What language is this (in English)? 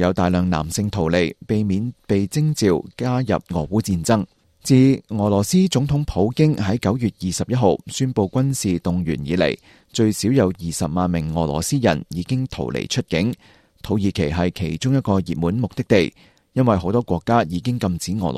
Cantonese